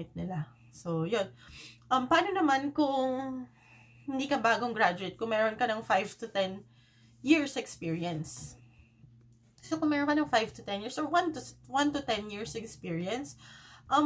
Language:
Filipino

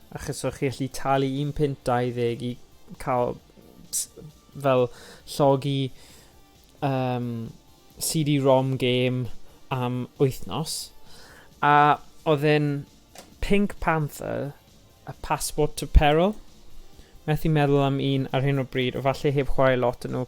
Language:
Welsh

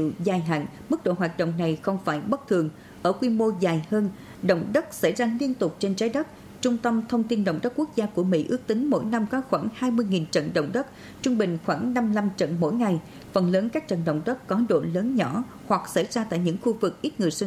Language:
Vietnamese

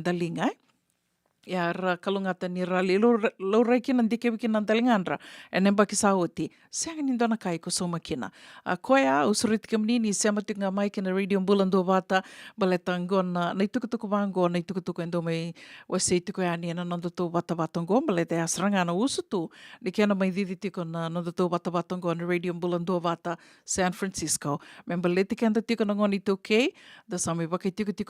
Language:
Fijian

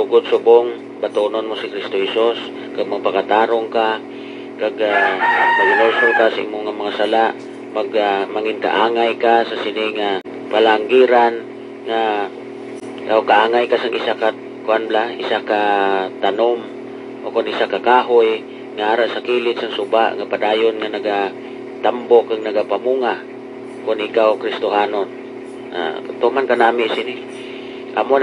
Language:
Hiligaynon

